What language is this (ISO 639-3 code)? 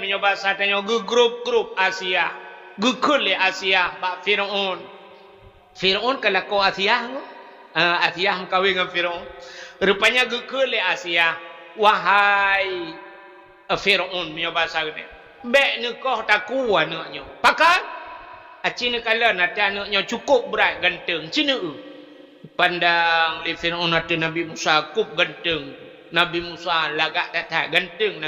ace